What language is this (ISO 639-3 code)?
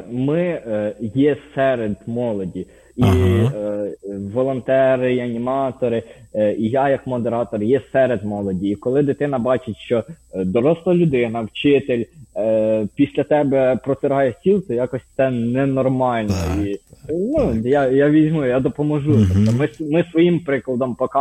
ukr